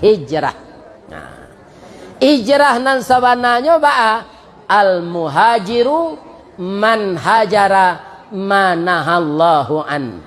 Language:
Minangkabau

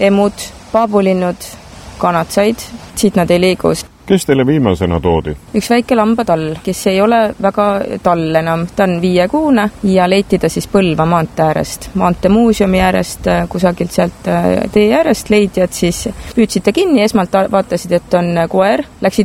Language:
Estonian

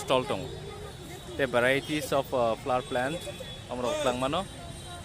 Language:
Kok Borok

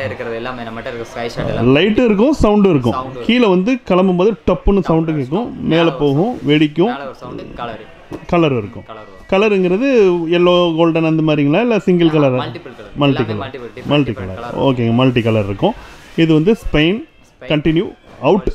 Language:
Tamil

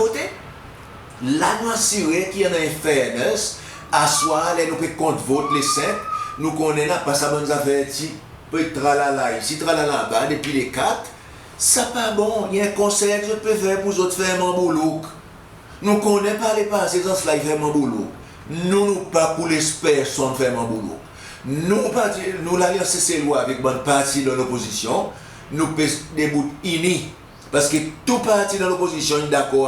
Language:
Seselwa Creole French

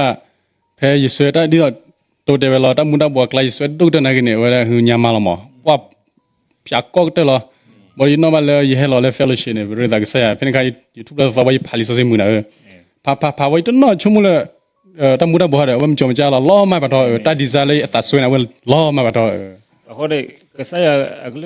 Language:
S'gaw Karen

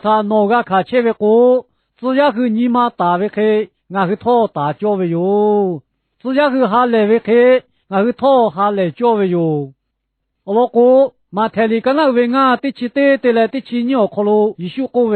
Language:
Lahu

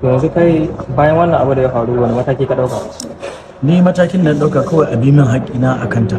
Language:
Hausa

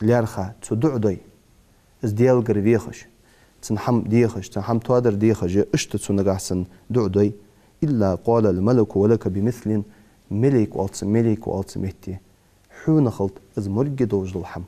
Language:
Ingush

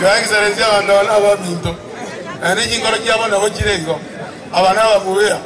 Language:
Gusii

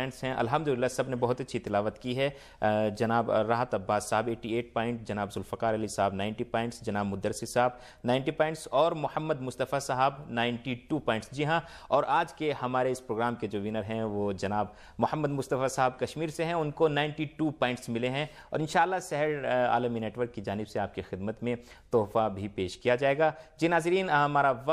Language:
Urdu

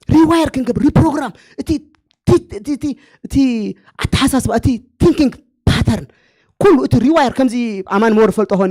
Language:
Tigrinya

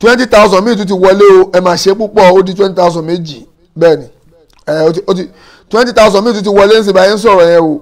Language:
Yoruba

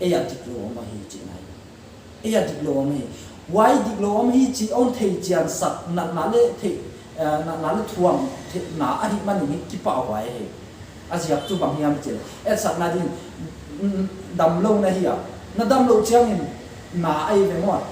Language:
Paite Chin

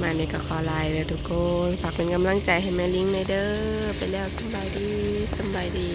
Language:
Northeastern Thai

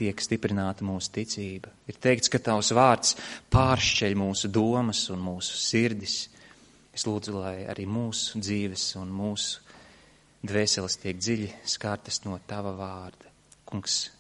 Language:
Latvian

